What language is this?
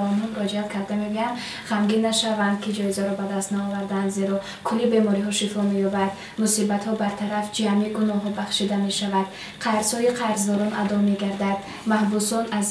Tajik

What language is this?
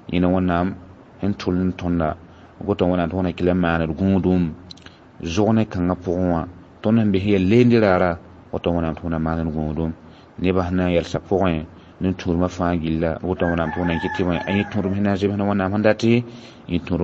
Mossi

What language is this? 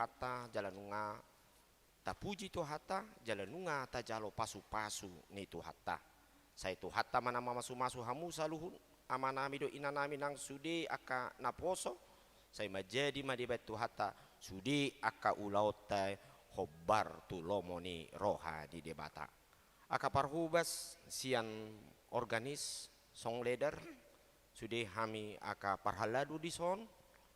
Batak Toba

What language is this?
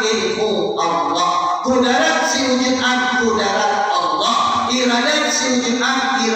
Minangkabau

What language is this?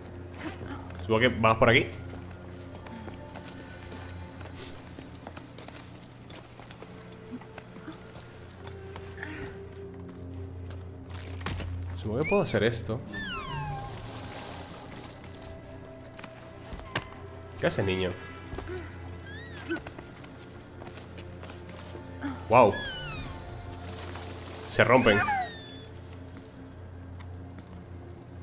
Spanish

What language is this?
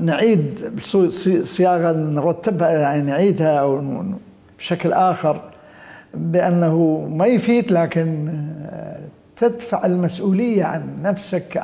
Mesopotamian Arabic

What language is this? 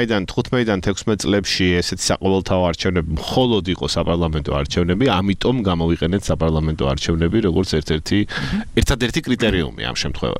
Georgian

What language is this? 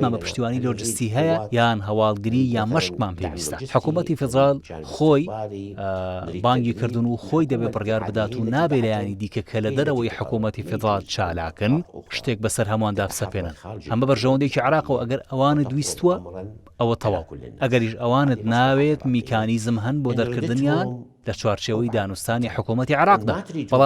Central Kurdish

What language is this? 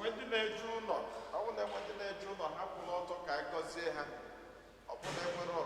Igbo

